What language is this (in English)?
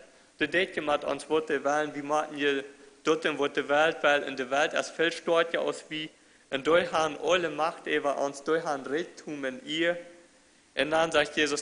Plautdietsch